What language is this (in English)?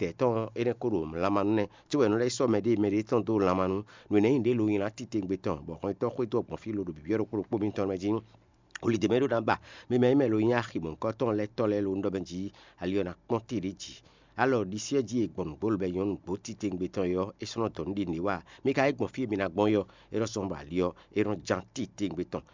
Fon